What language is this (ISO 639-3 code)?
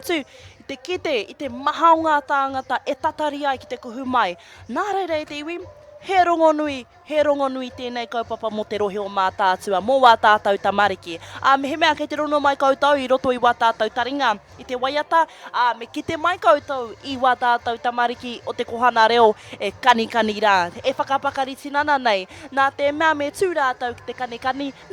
mri